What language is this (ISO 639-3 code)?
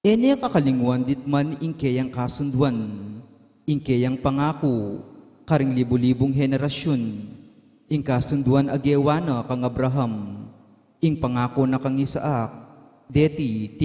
pam